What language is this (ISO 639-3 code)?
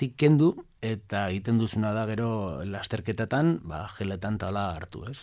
eus